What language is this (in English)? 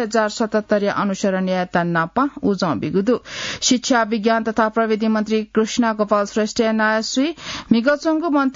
Newari